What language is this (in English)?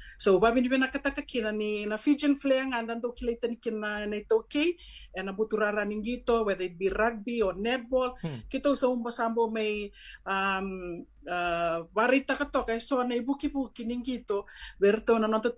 Fijian